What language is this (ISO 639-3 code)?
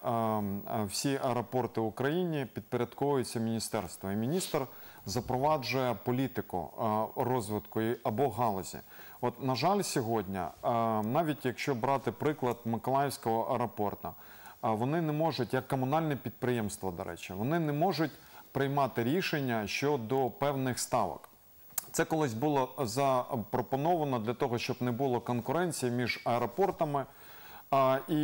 ukr